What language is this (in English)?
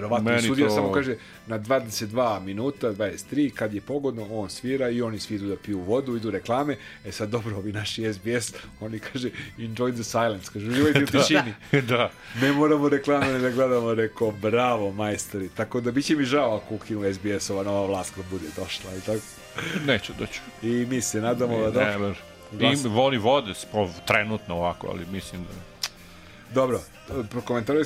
Serbian